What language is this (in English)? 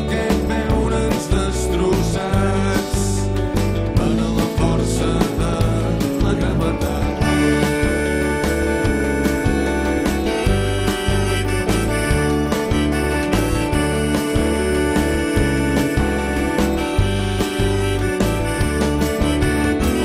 Catalan